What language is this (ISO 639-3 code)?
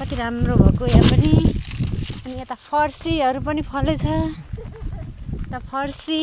nep